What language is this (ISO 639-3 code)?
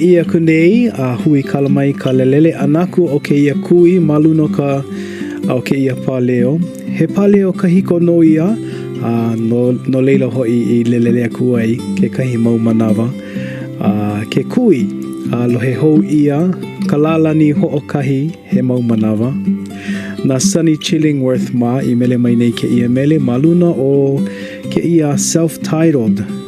haw